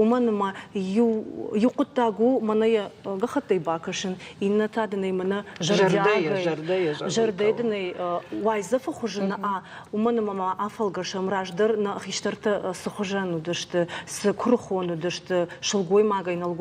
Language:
Ossetic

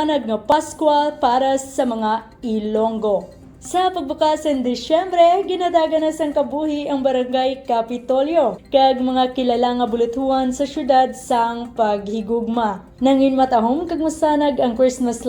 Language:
Hiligaynon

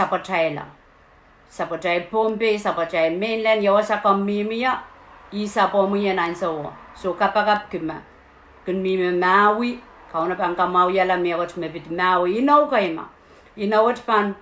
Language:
Pohnpeian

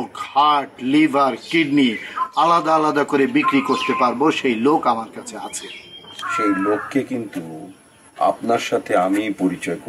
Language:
Bangla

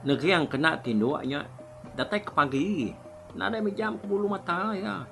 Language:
Iban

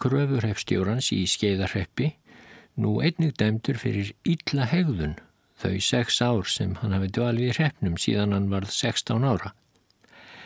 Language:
Icelandic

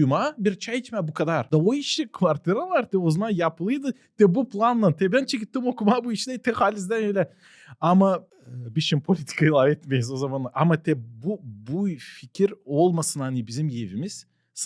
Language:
Gagauz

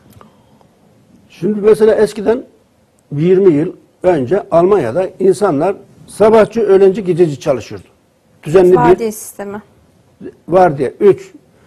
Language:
Turkish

